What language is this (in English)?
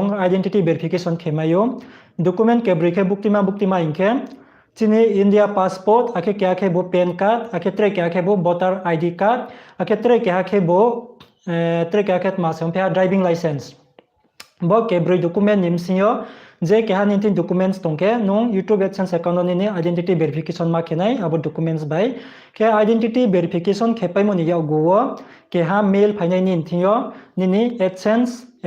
Riang (India)